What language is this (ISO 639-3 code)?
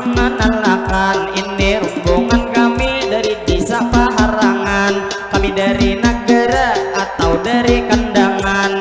bjn